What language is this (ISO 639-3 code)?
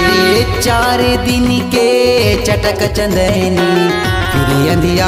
hne